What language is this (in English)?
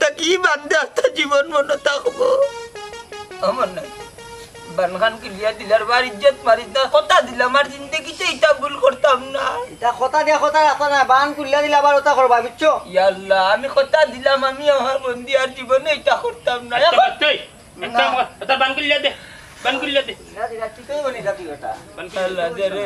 Sylheti